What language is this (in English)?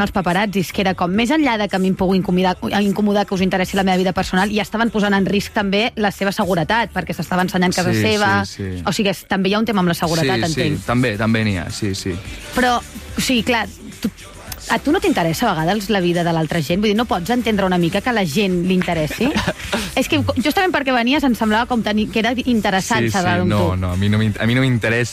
Catalan